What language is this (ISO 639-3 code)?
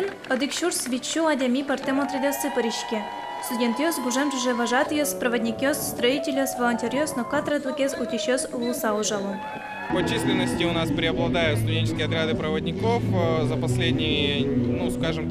udm